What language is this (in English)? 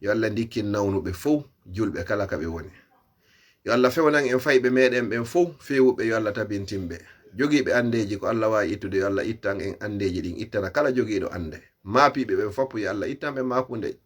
Fula